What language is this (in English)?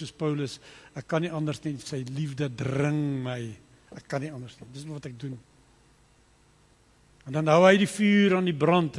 Afrikaans